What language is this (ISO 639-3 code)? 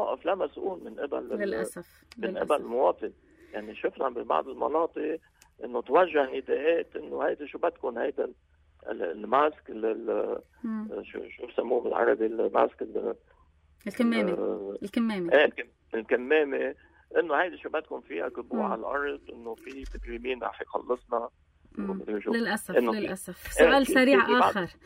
apc